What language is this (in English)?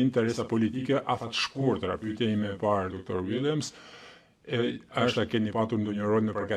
Albanian